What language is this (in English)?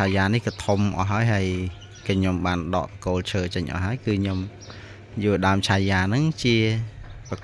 Khmer